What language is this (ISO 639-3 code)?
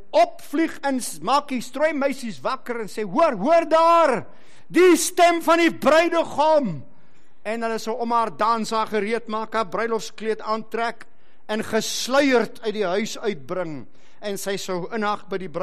afr